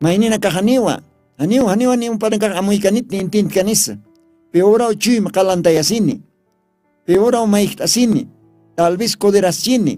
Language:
Aymara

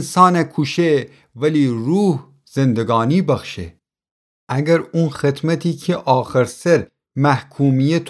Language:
Gilaki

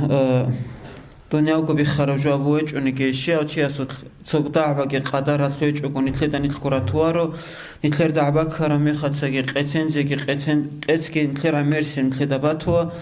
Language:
Avaric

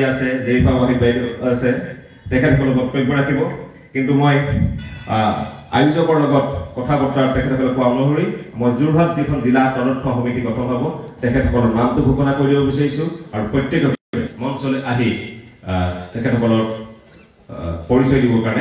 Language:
Assamese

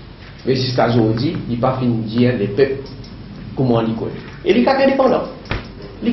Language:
Morisyen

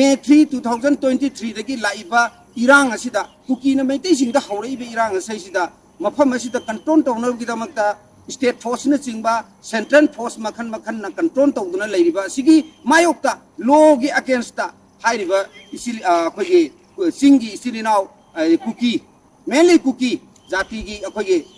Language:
Manipuri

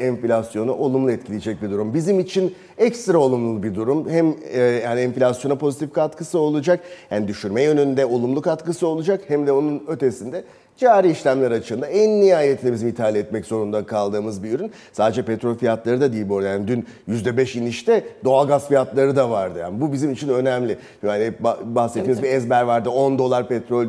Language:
Turkish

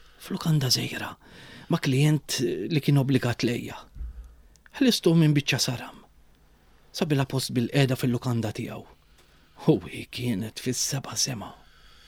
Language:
Maltese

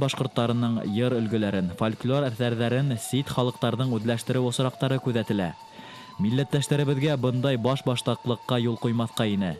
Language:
Bashkir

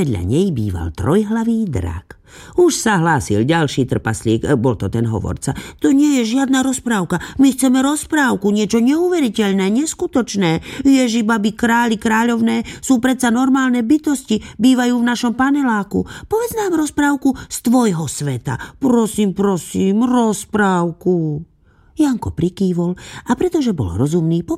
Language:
Slovak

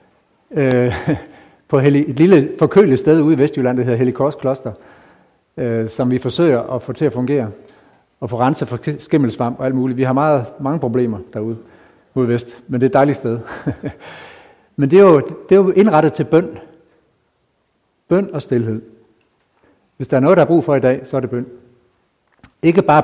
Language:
Danish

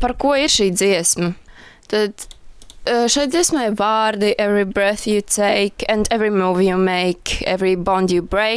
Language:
Latvian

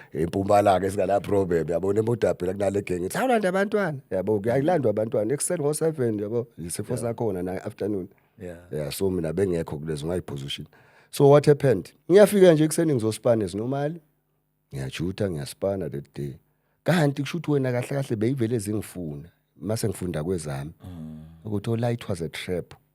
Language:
Zulu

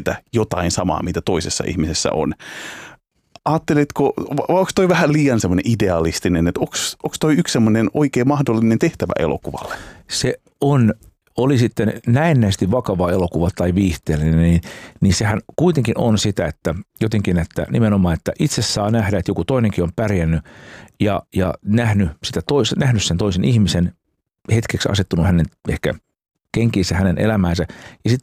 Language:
Finnish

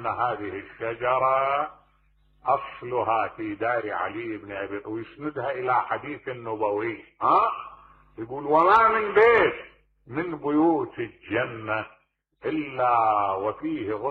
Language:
Mesopotamian Arabic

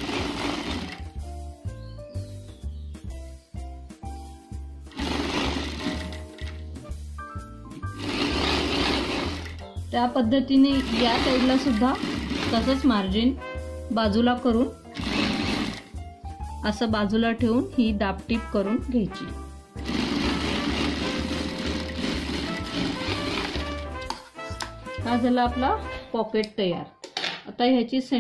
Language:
Marathi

